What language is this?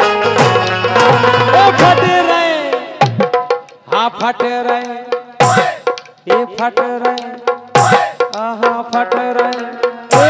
Bhojpuri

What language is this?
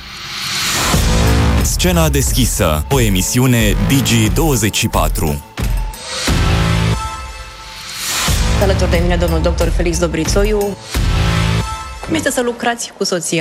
Romanian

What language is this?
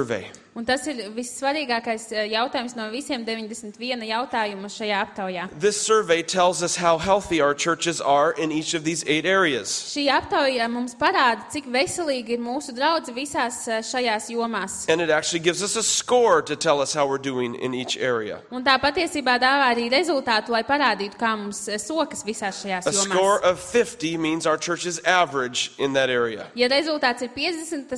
Latvian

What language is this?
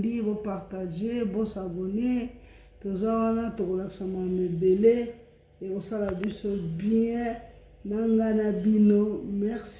Lingala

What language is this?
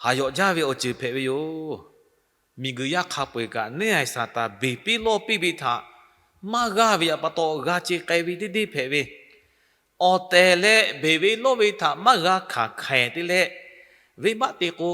Lahu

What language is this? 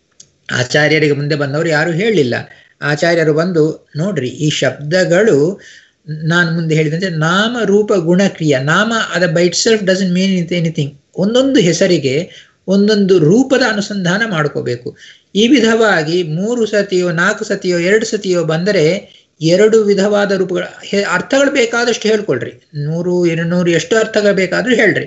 Kannada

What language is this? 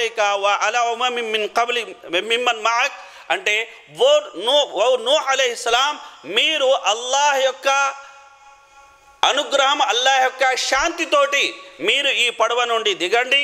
Telugu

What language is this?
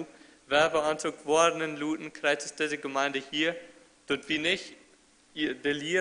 Plautdietsch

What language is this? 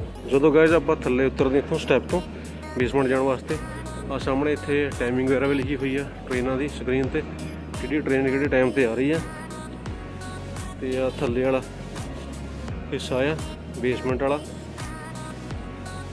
Punjabi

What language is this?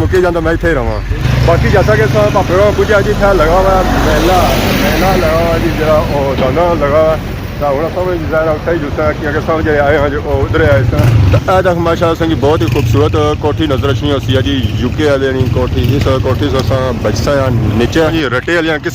Pahari-Potwari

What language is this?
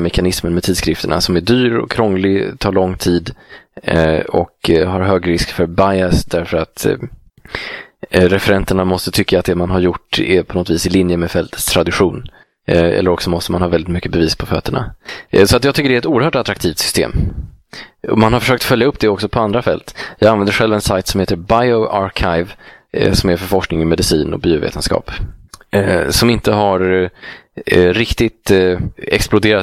Swedish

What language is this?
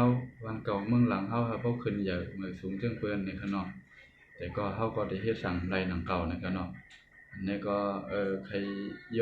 Shan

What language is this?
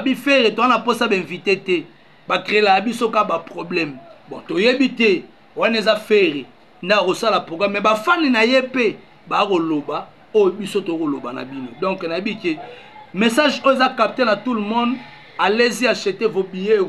Lingala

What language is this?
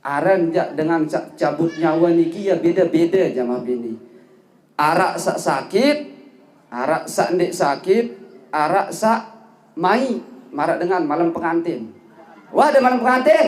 Sasak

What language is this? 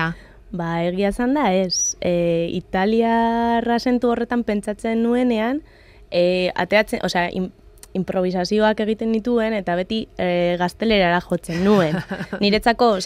Basque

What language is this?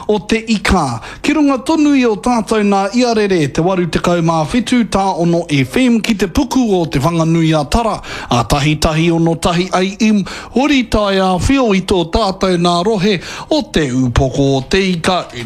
Māori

